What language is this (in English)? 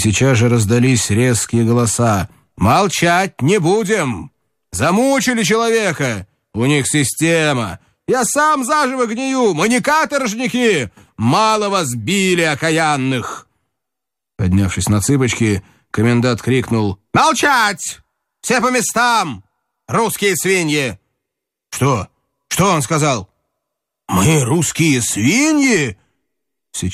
Russian